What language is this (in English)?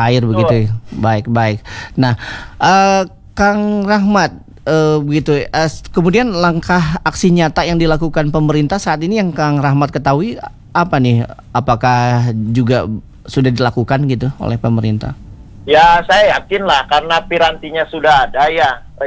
Indonesian